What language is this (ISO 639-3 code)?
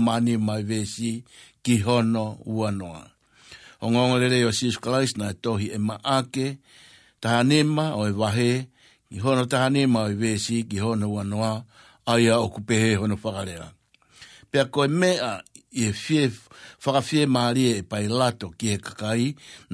ton